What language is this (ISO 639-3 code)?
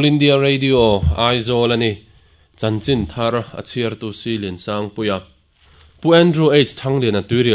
lus